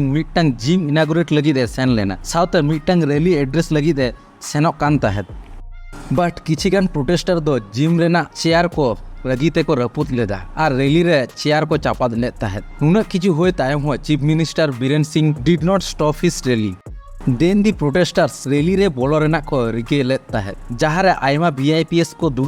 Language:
Santali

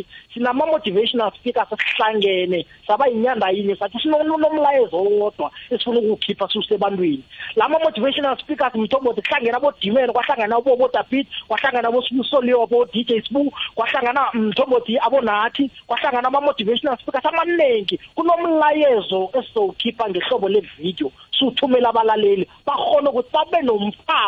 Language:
South Ndebele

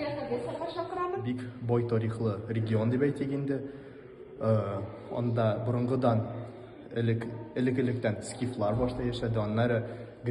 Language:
Tatar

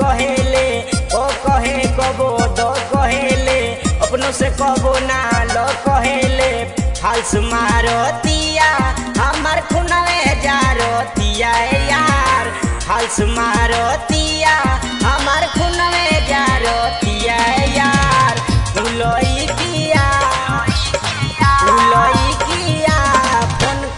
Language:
Bhojpuri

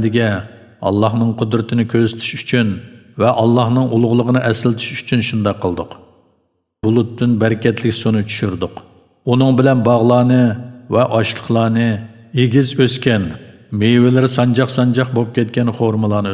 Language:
Uyghur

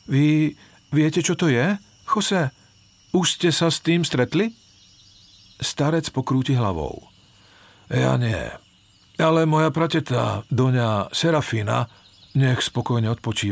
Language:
Slovak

